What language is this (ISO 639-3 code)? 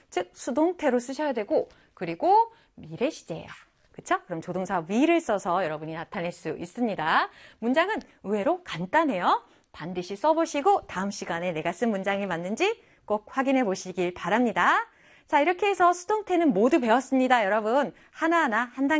kor